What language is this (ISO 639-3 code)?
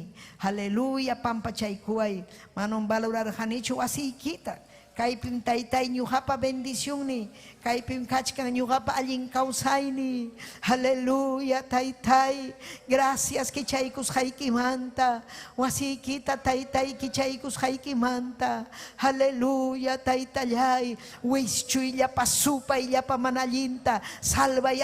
quy